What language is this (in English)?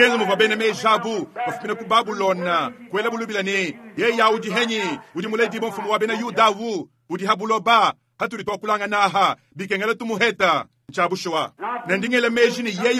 Luba-Lulua